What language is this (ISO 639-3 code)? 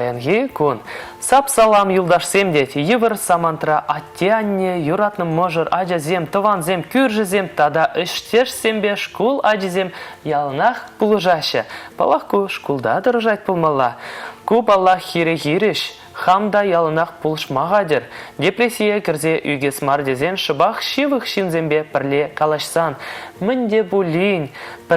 chv